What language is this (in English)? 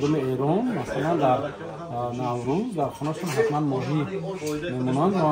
Tajik